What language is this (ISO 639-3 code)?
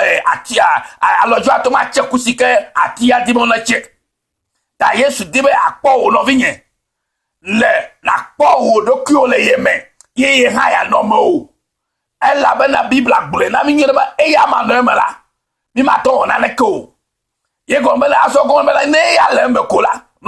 ewe